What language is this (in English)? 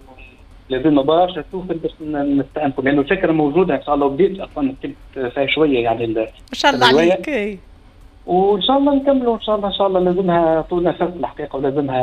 Tunisian Arabic